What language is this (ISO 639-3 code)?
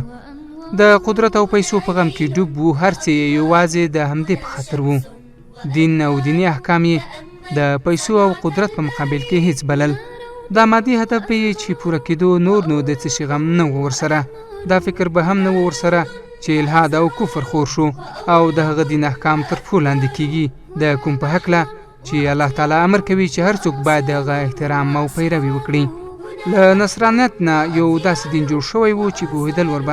pus